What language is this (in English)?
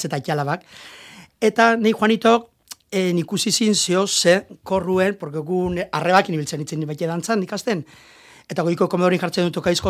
Basque